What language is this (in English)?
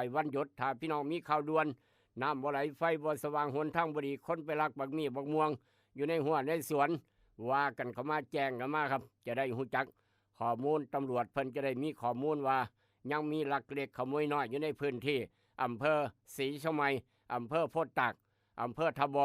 Northeastern Thai